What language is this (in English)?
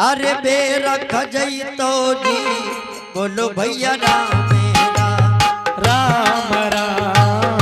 Angika